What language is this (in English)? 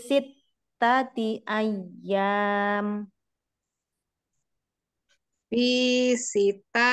Indonesian